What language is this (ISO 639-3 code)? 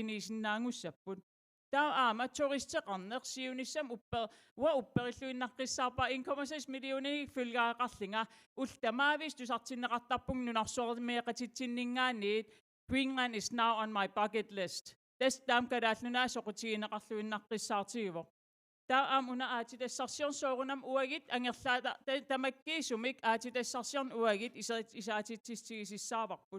kal